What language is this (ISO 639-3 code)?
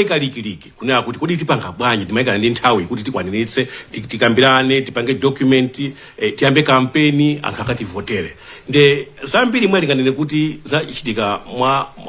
nya